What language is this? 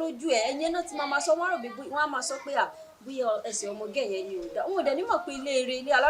Yoruba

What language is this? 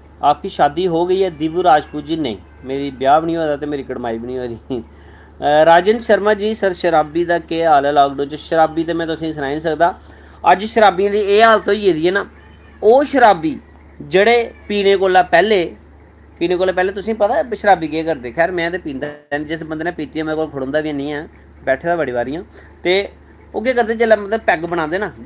Dogri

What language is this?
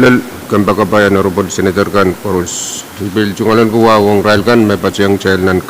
Pohnpeian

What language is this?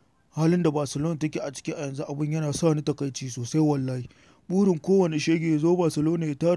Hausa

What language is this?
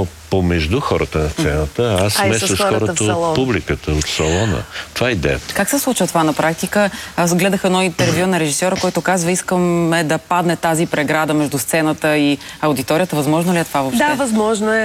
Bulgarian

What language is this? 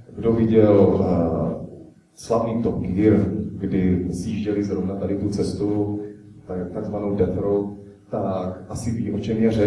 Czech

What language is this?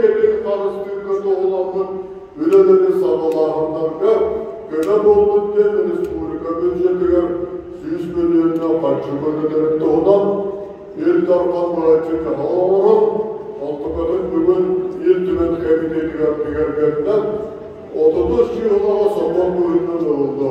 Yakut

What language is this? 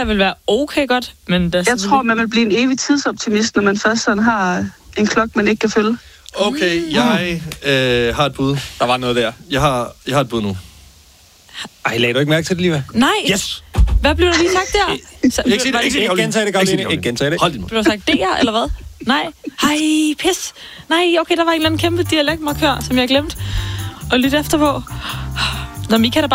Danish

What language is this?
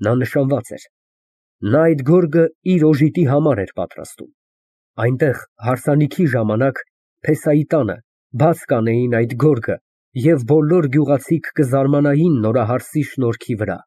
Armenian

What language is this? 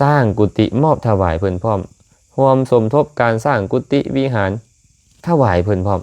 Lao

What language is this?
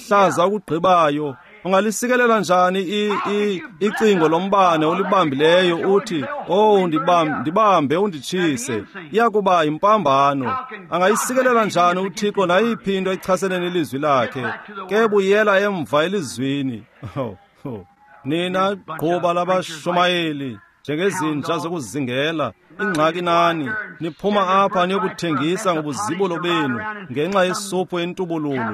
Xhosa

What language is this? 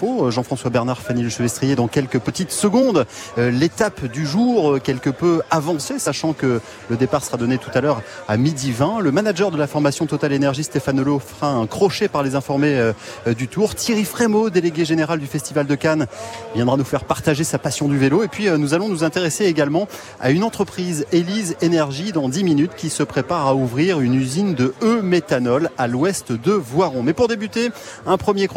French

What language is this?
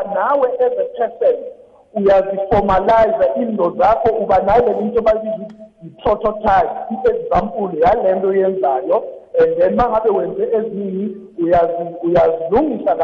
South Ndebele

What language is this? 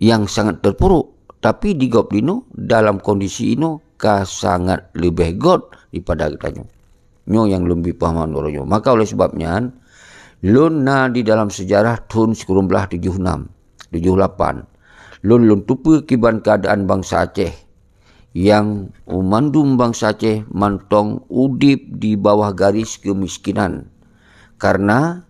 Achinese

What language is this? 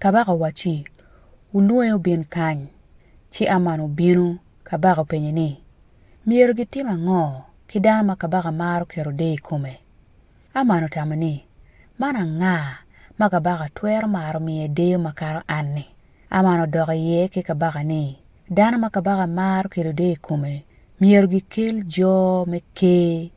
Acoli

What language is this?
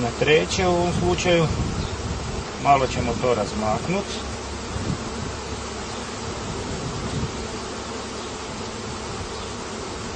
Croatian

